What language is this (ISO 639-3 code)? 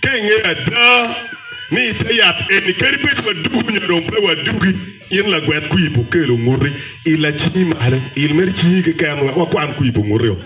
ach